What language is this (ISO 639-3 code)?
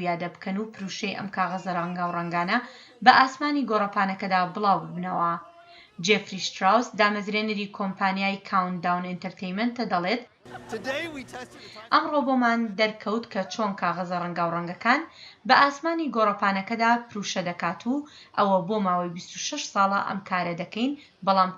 ckb